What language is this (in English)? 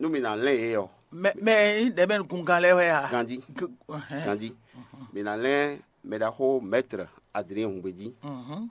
Fon